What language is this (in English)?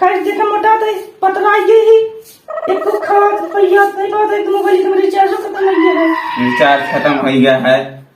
Awadhi